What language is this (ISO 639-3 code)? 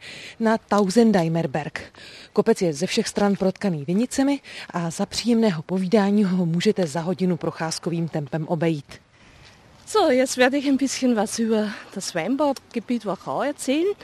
ces